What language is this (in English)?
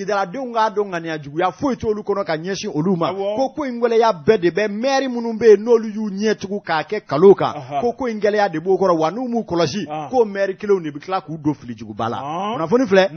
Bambara